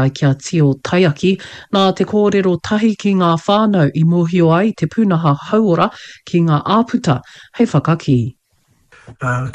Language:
Māori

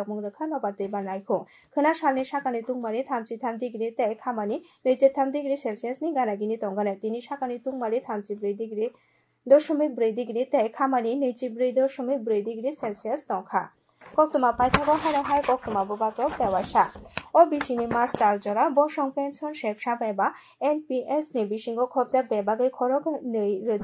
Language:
Kok Borok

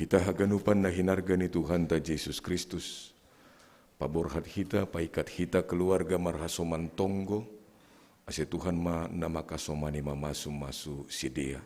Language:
Batak Simalungun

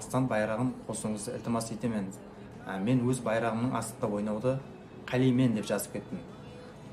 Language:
Kara-Kalpak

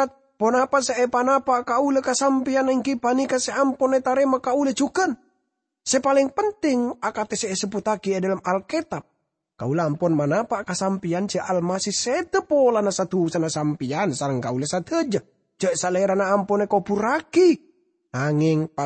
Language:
Madurese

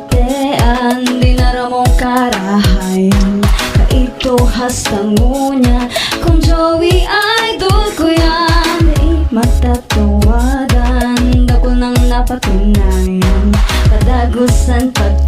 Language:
Bikol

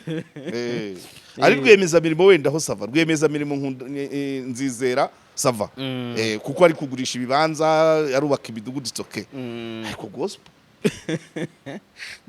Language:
Kinyarwanda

